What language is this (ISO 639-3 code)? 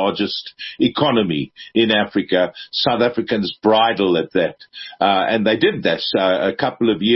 eng